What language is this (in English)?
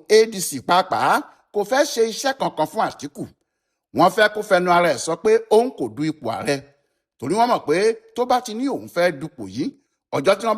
Yoruba